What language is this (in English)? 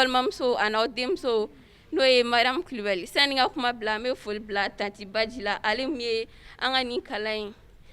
Bambara